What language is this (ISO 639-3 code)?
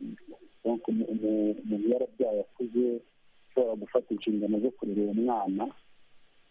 kin